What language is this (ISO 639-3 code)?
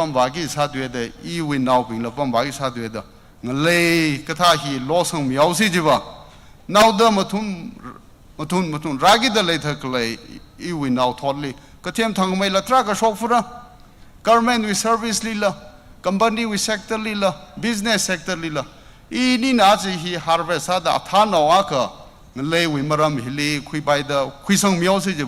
nmf